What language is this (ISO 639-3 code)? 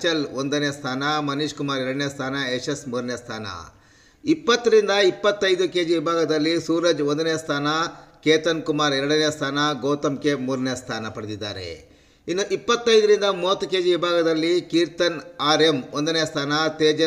kan